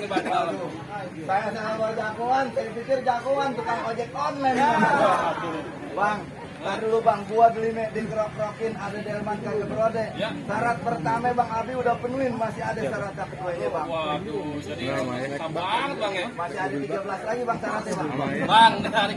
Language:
Betawi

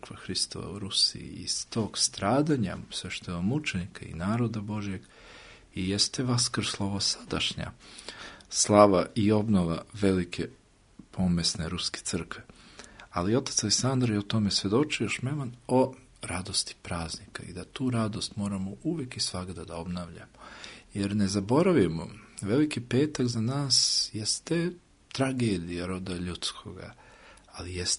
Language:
Serbian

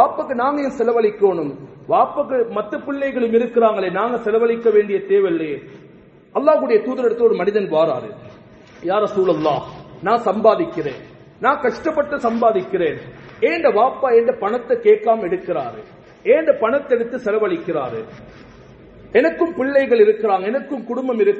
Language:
Tamil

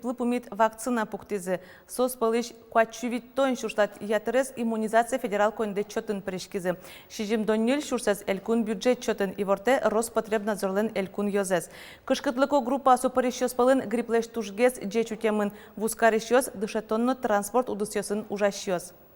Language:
Udmurt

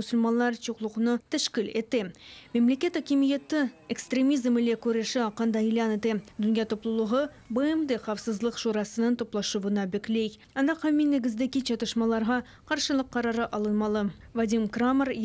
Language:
Crimean Tatar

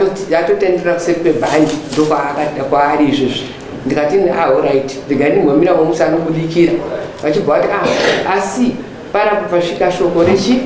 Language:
Shona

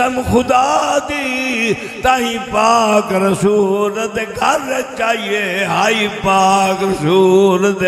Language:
Saraiki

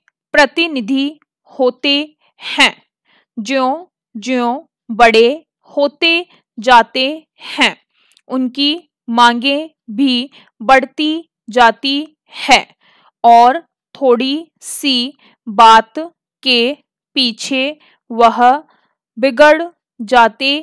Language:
Hindi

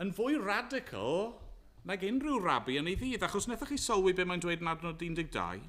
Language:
Welsh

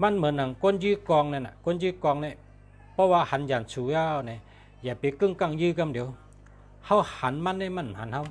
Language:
Shan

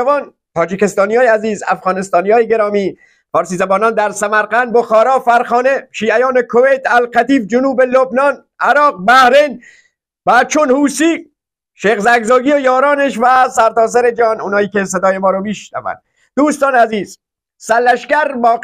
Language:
Persian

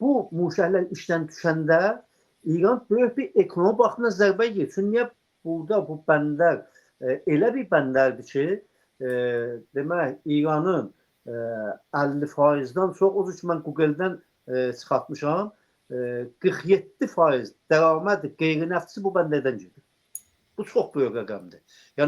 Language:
Azerbaijani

